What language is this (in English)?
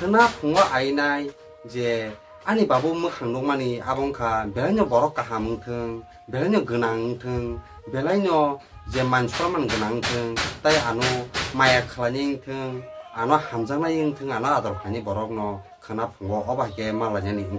Kok Borok